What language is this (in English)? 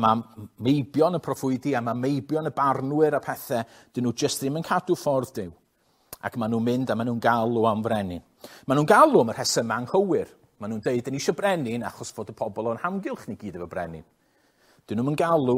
Welsh